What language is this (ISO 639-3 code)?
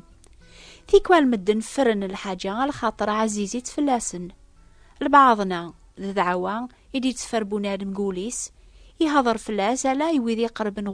kab